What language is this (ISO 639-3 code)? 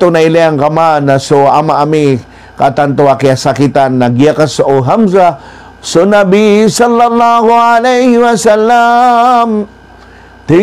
mrw